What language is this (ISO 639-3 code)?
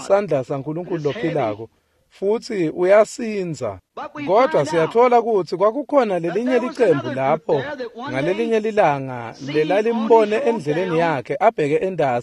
ssw